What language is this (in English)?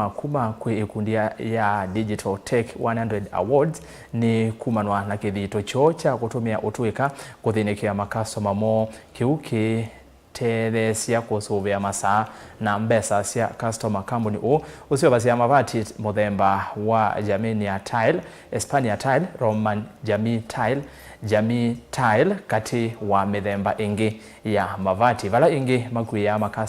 Kamba